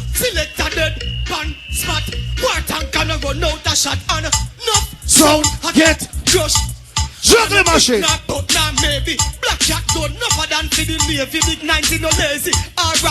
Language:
Jamaican Creole English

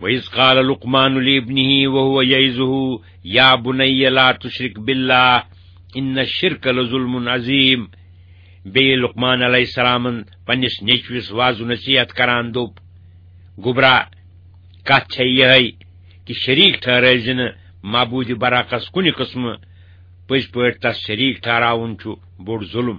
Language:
Kashmiri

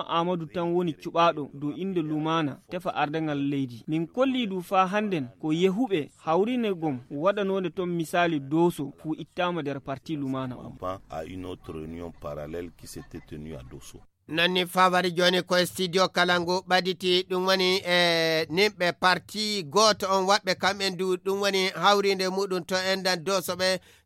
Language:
Fula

